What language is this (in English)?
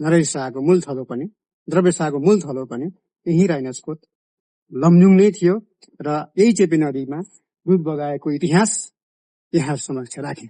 Nepali